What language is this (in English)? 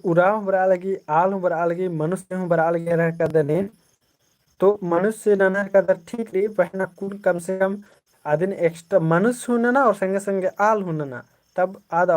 Kurukh